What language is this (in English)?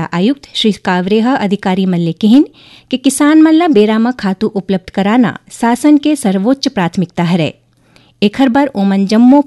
Chhattisgarhi